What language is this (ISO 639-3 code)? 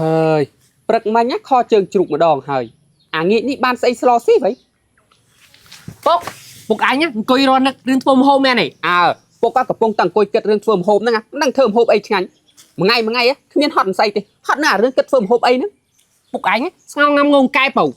khm